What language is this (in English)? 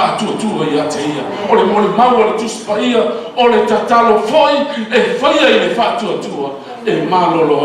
Samoan